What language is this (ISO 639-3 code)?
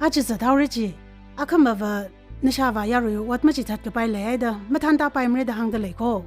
nmf